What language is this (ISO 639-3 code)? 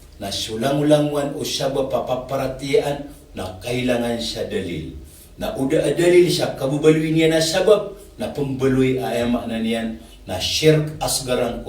mrw